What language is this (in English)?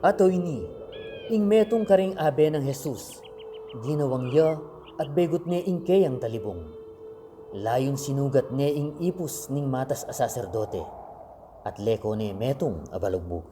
Pampanga